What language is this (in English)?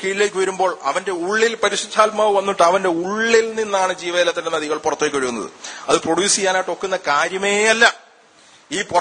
Malayalam